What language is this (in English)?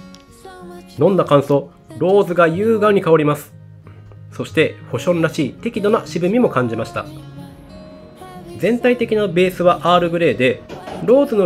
Japanese